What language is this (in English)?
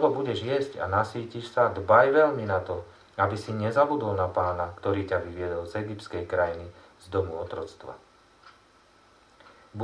Slovak